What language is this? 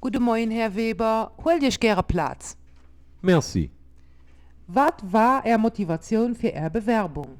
Luxembourgish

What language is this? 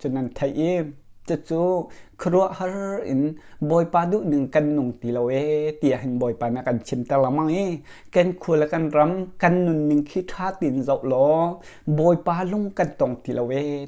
Hakha Chin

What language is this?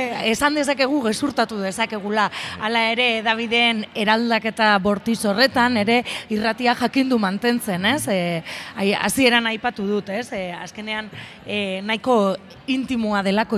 Basque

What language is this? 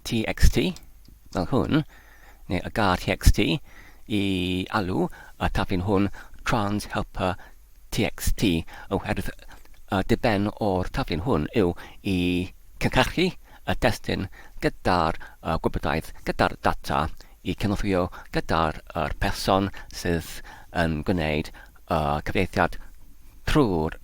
Welsh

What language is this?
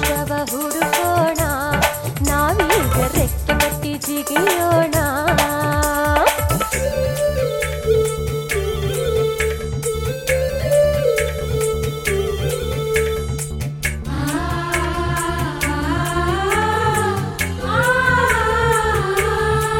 Kannada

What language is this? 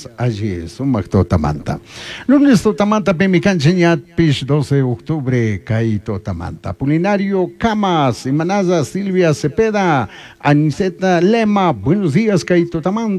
Chimborazo Highland Quichua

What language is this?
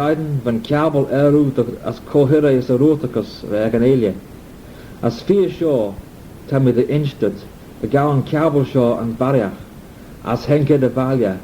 Manx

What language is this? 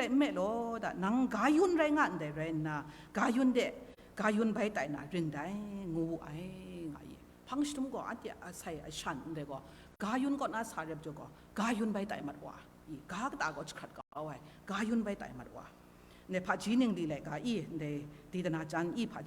Kachin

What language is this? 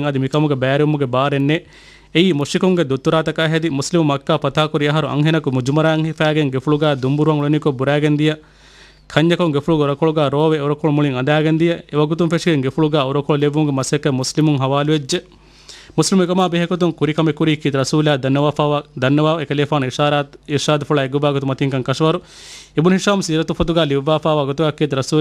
Divehi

